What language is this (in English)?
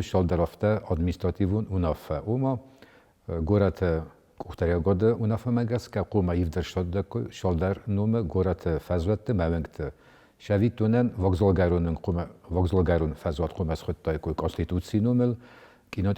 Ossetic